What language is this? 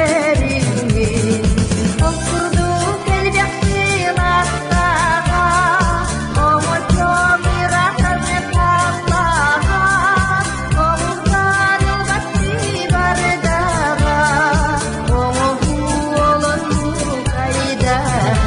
Yakut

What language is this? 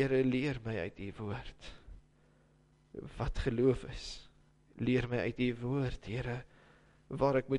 Afrikaans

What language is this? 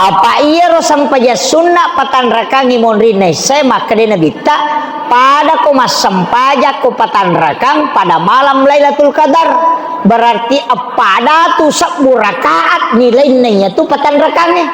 Buginese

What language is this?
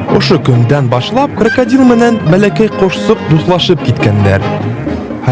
Bashkir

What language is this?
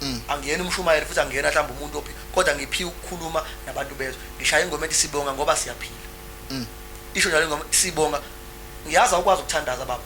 Zulu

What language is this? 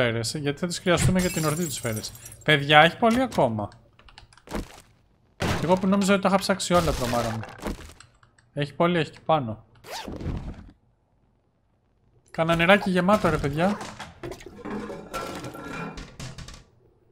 Greek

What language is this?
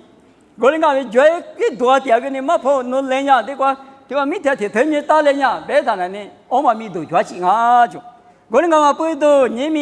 Lisu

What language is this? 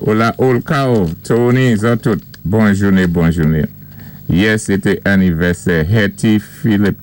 Saint Lucian Creole French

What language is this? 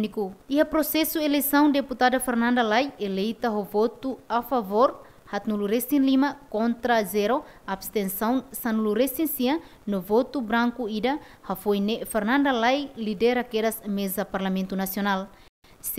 Tetum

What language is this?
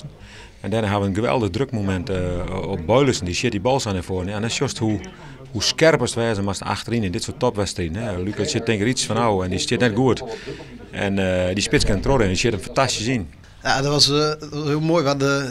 Western Frisian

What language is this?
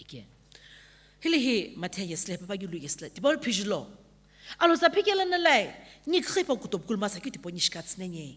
Sumi Naga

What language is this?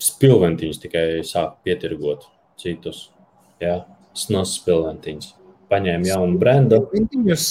Latvian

